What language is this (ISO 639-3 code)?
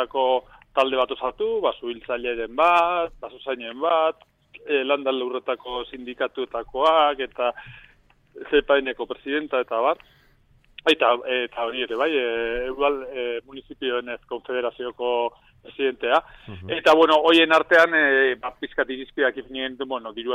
eus